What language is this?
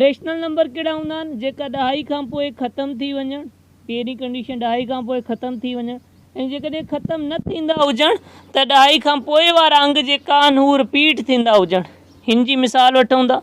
Sindhi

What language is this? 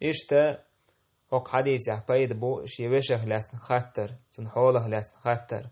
Chechen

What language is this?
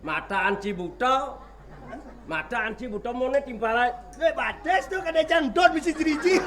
Balinese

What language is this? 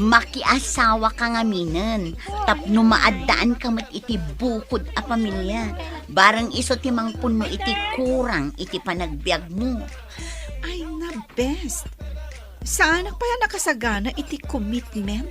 Iloko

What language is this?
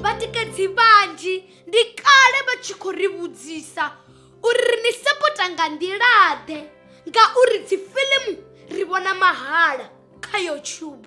Venda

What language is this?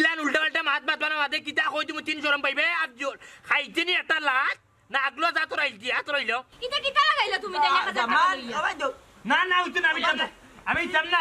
Sylheti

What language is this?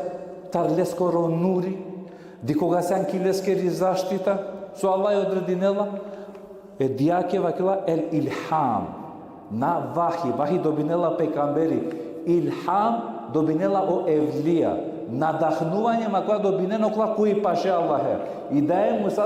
Balkan Romani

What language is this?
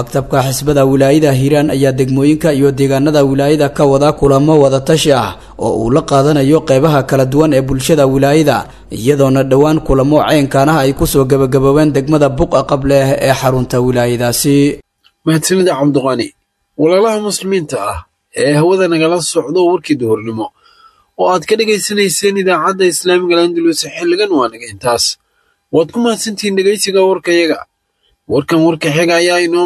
Somali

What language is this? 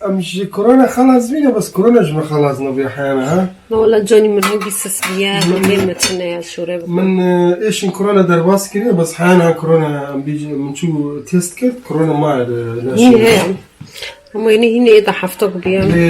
Kurdish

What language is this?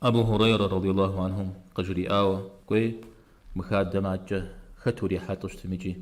Kabardian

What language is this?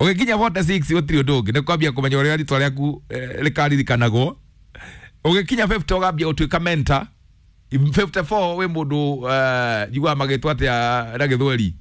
Kikuyu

